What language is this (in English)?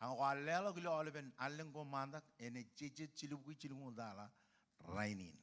Marshallese